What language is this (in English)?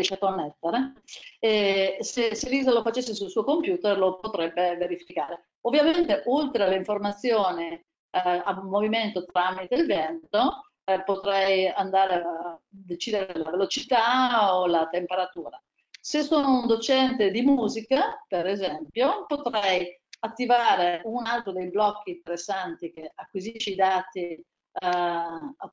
Italian